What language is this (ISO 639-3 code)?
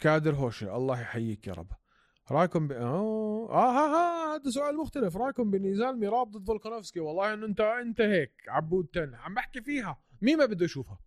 apc